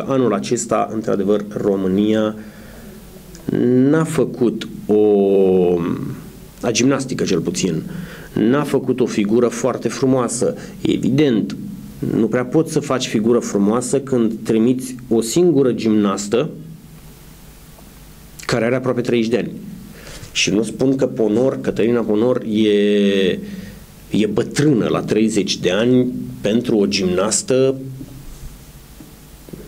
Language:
Romanian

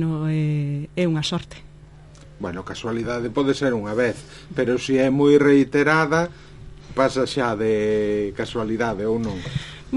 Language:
Galician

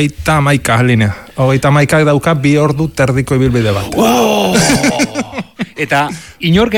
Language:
Basque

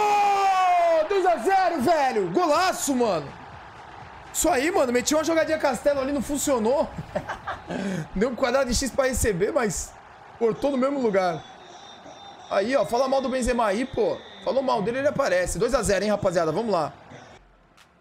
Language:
Portuguese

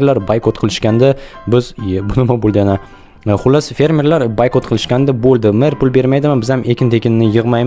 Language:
Uzbek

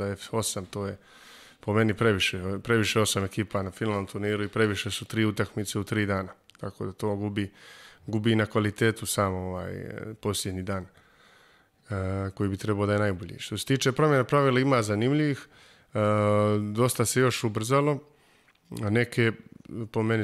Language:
Serbian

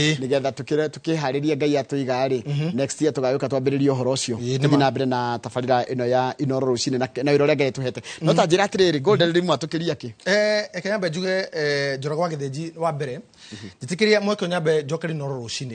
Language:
Kikuyu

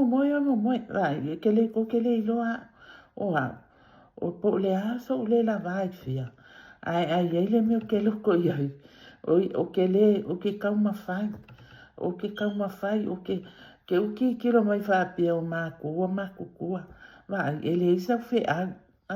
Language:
Samoan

